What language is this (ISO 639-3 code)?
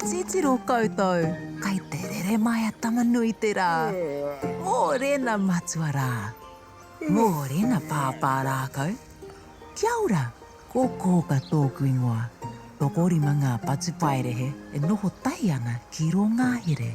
mri